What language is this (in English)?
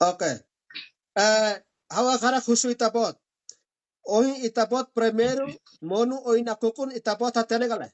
Tetum